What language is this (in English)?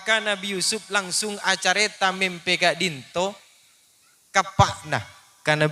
Madurese